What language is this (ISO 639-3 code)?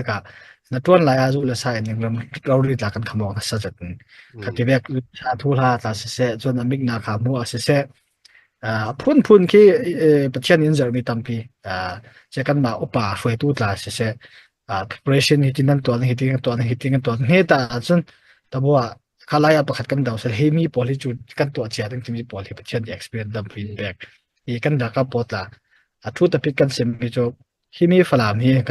cnh